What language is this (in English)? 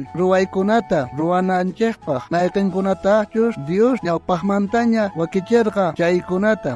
South Bolivian Quechua